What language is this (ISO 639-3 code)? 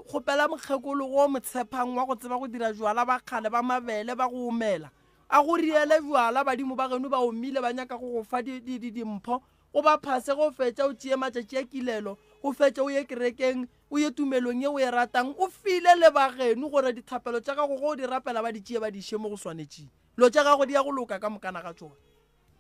nso